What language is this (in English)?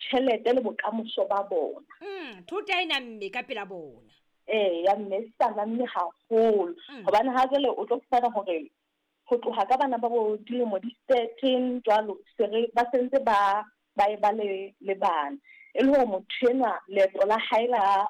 Southern Sotho